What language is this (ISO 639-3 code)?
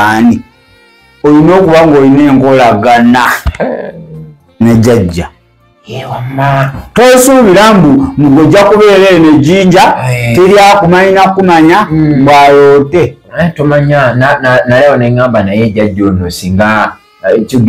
lug